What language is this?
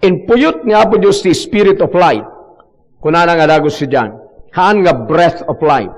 Iloko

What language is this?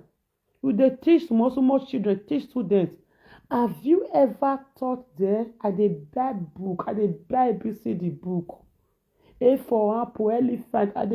Nigerian Pidgin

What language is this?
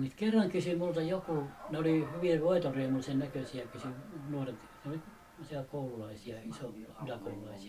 Finnish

